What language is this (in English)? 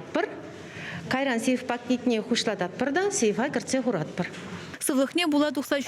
Chuvash